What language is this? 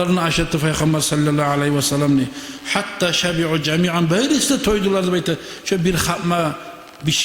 Kumyk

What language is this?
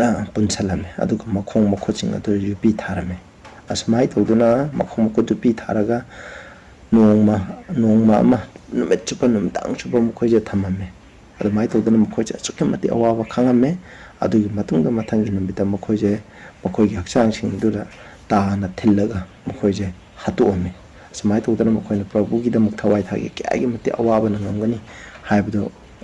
Manipuri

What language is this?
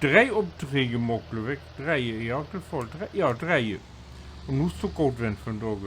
Low German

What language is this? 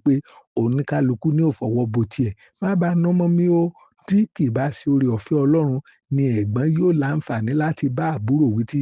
Yoruba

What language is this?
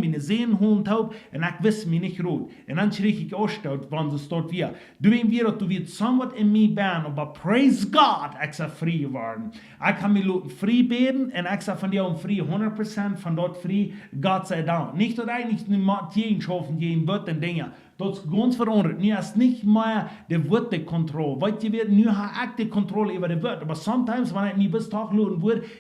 Plautdietsch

